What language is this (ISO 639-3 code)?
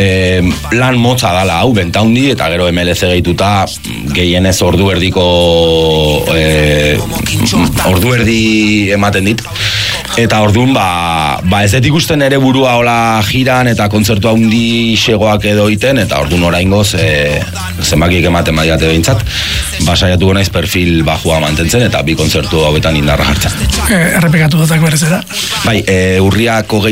eus